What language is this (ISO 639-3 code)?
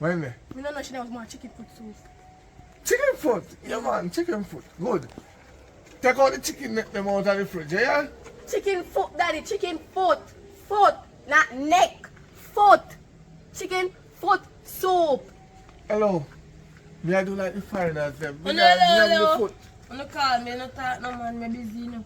jam